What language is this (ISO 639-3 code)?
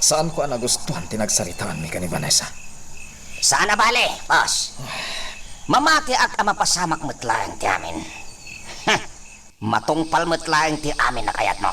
ilo